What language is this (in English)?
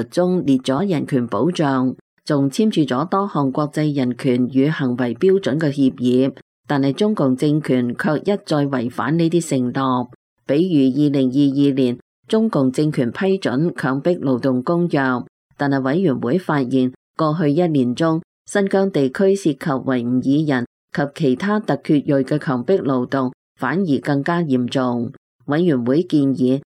Cantonese